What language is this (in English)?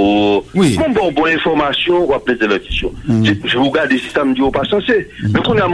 Haitian Creole